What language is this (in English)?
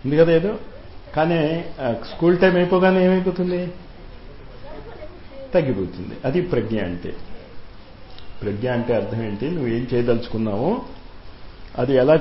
Telugu